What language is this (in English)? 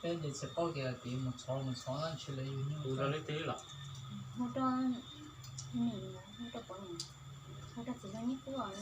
Hmong